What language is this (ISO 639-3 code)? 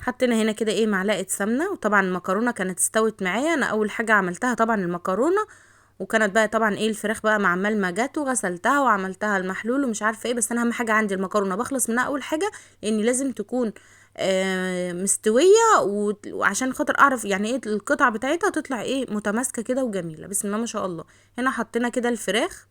arz